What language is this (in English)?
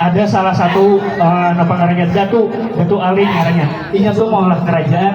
Banjar